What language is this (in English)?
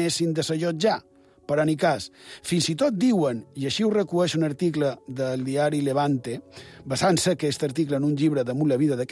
Catalan